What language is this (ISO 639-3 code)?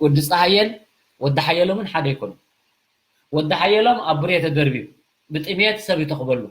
tir